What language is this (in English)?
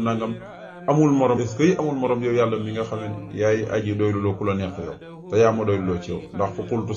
Wolof